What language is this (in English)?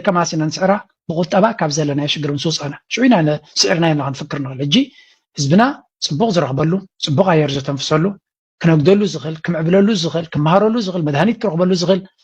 Tigrinya